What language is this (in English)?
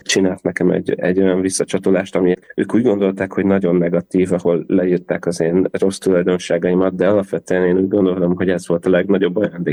Hungarian